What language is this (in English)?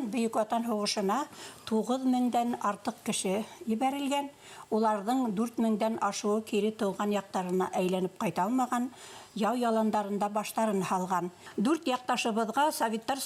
Bashkir